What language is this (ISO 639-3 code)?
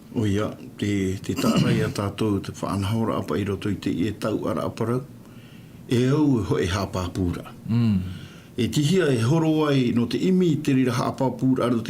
tah